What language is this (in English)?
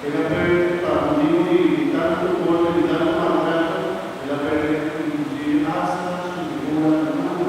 Papiamento